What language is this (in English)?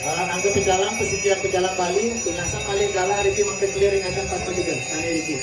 Balinese